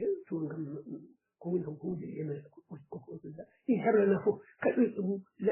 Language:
Fula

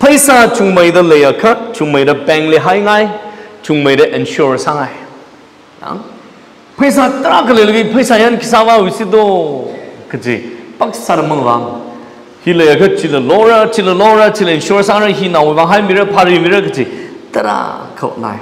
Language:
Tangkhul Naga (India)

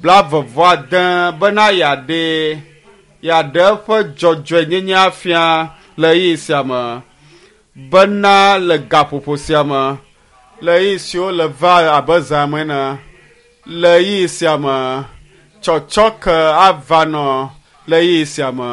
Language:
Ewe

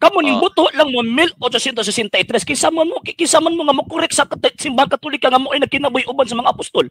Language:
Cebuano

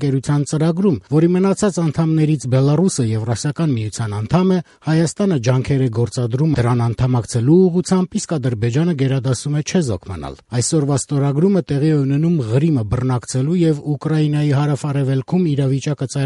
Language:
Armenian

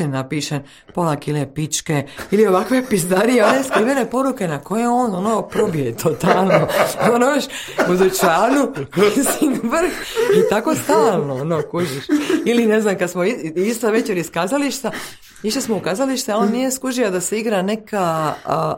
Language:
Croatian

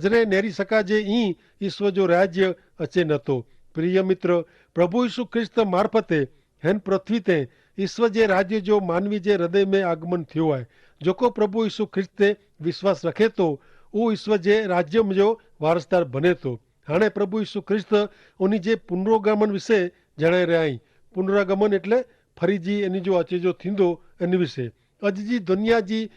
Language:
Kachhi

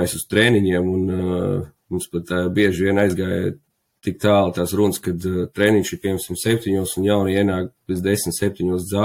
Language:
Latvian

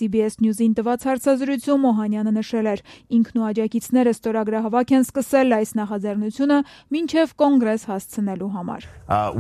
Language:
Armenian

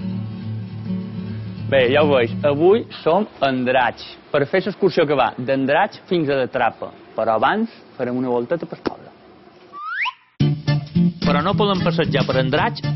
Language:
Catalan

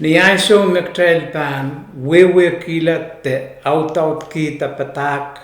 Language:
Pohnpeian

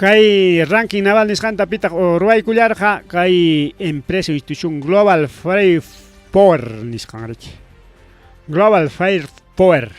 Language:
Ayacucho Quechua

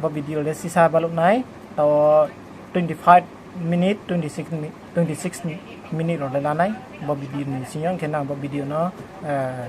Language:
Riang (India)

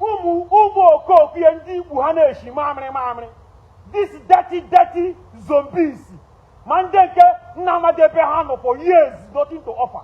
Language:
Igbo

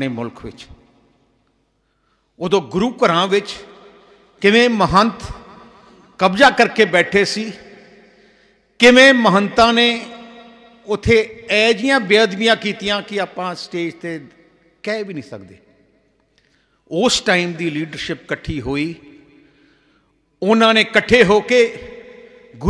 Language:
Punjabi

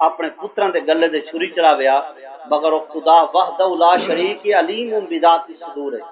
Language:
Saraiki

